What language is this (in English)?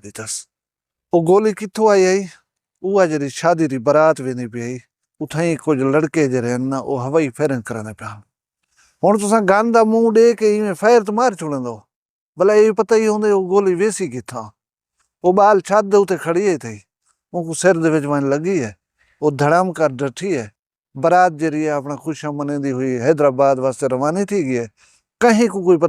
Saraiki